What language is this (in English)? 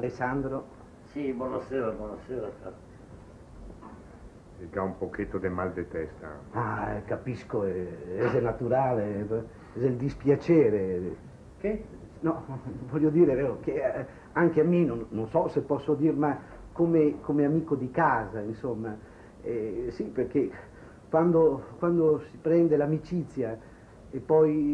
Italian